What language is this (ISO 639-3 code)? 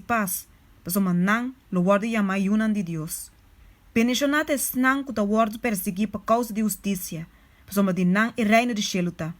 pap